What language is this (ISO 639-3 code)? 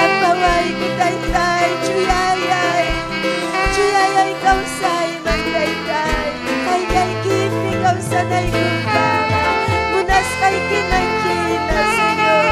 quy